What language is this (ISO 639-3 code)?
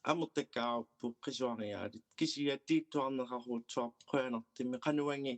kal